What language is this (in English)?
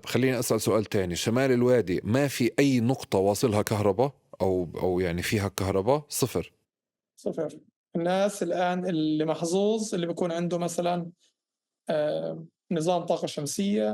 North Levantine Arabic